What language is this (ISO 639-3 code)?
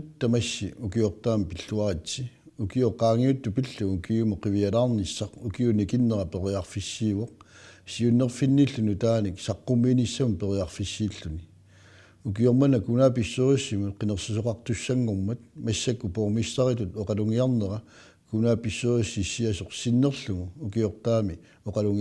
kal